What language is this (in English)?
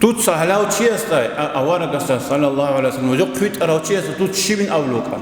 Avaric